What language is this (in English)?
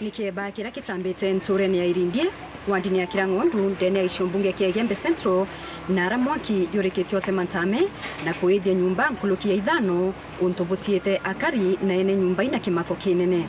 Meru